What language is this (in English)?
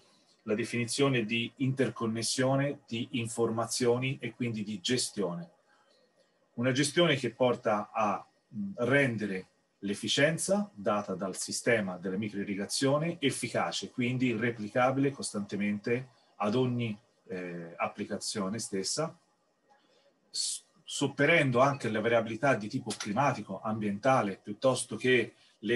Italian